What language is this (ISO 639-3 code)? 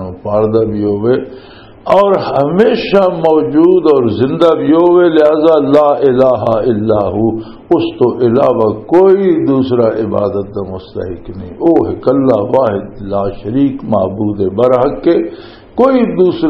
lah